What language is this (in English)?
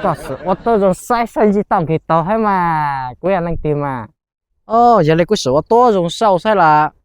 Hmong